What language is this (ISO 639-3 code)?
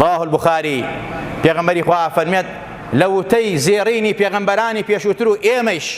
ckb